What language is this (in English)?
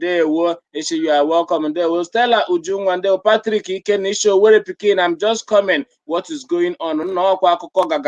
Igbo